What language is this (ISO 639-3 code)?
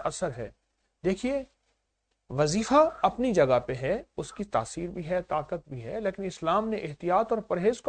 urd